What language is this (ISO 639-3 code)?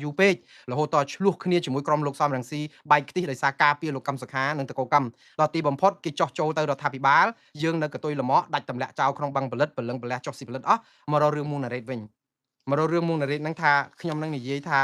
khm